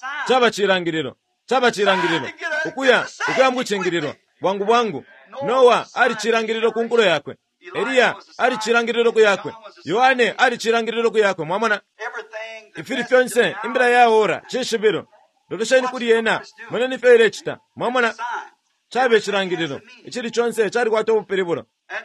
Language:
Bemba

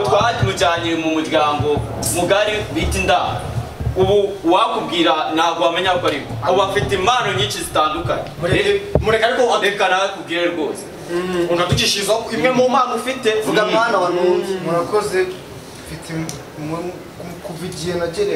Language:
Kinyarwanda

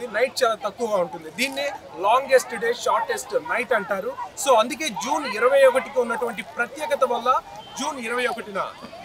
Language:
Telugu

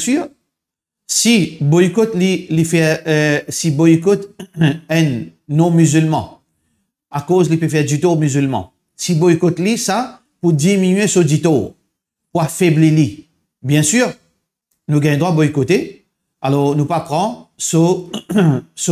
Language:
Morisyen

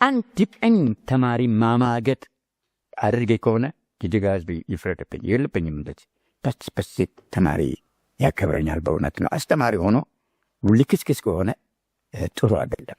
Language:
Amharic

